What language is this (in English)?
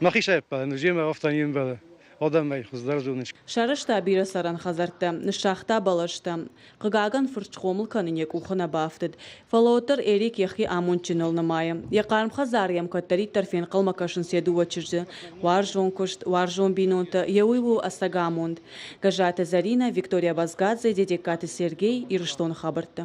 Ossetic